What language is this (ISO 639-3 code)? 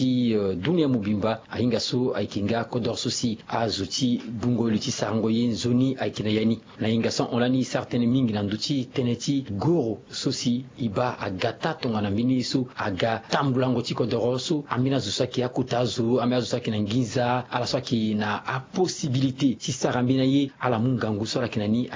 sag